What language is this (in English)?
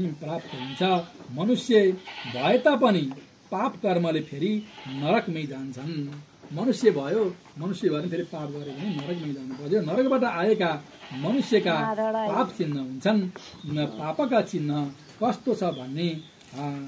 Nepali